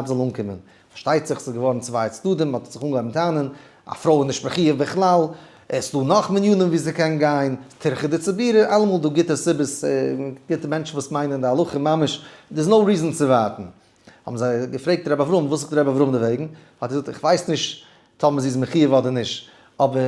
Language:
Yiddish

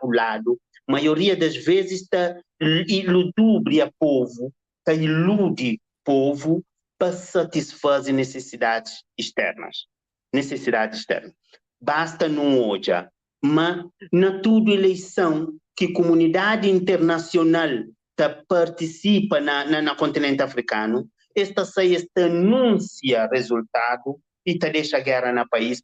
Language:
Kabuverdianu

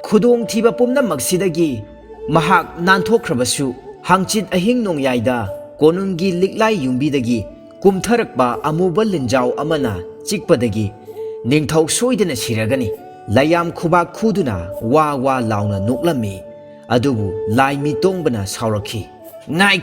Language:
Manipuri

